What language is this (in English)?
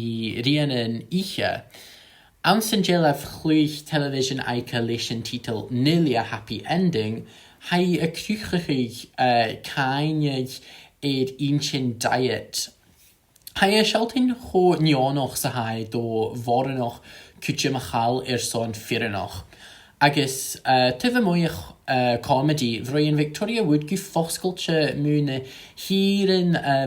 Scottish Gaelic